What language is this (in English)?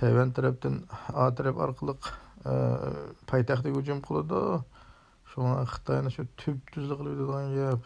Uyghur